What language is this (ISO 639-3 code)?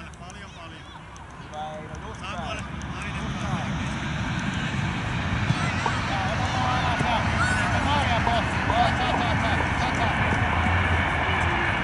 fin